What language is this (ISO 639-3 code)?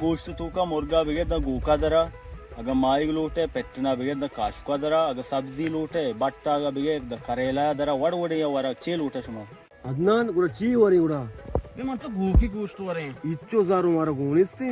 bal